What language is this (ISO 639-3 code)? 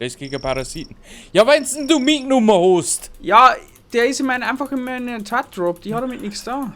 bar